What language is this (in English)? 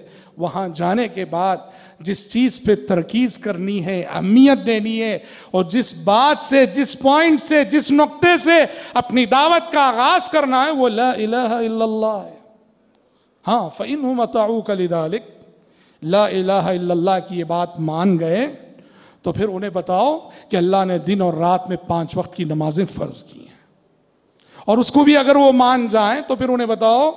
Urdu